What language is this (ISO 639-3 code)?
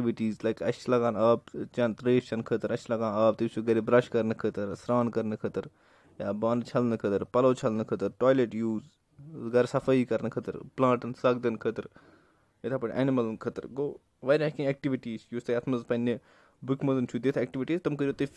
kas